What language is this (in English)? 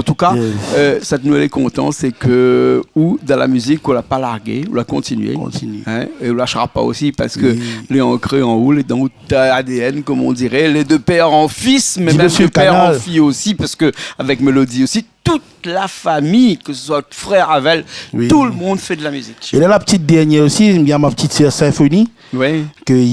Réunion Creole French